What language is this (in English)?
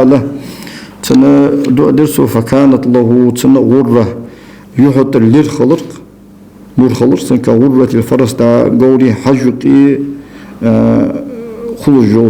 Ingush